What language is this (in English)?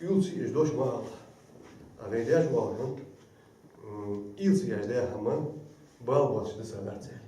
Ingush